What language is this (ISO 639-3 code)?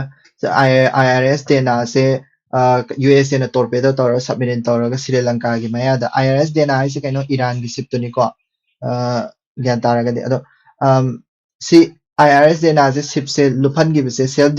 mni